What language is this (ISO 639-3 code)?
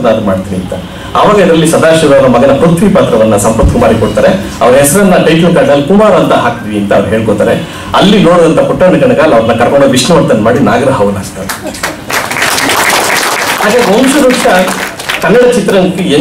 kan